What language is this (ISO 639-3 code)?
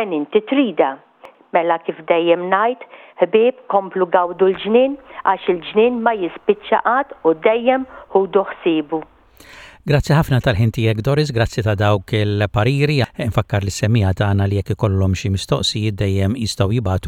mlt